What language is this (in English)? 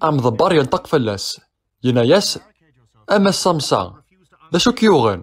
Kabyle